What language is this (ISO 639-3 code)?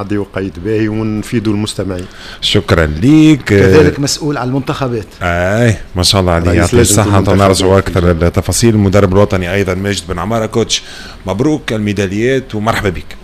aeb